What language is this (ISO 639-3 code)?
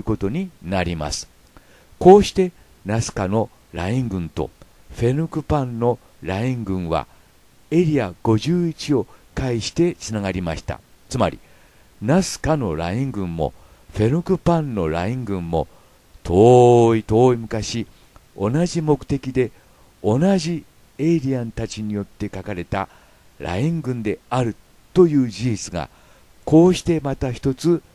jpn